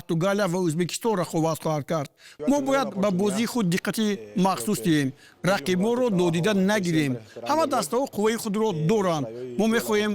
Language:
Tajik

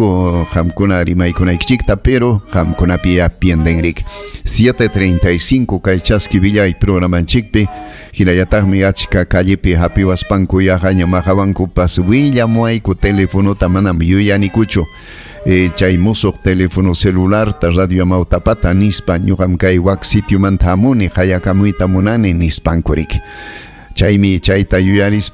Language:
Ayacucho Quechua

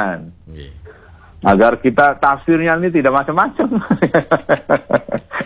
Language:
Indonesian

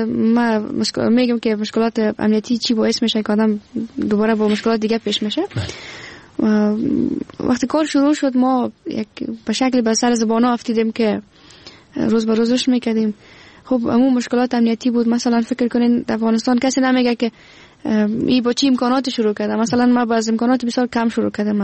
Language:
Persian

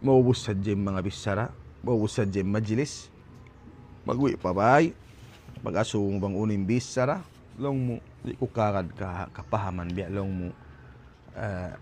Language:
Tausug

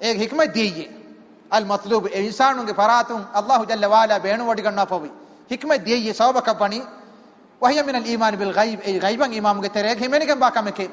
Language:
Divehi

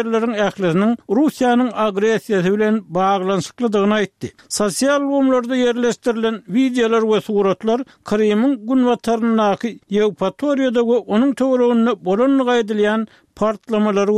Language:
Turkmen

